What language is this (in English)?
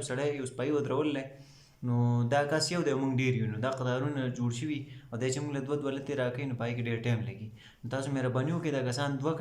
Pashto